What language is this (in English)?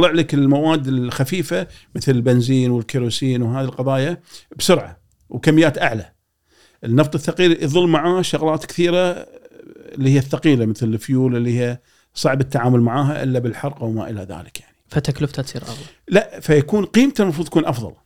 Gulf Arabic